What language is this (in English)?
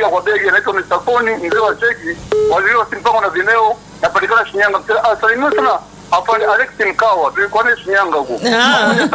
Swahili